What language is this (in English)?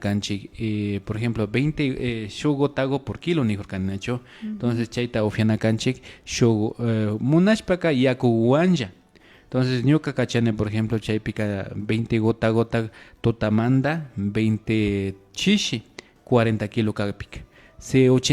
Imbabura Highland Quichua